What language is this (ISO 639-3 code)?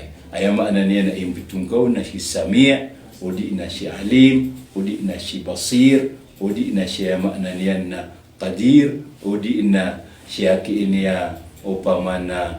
mrw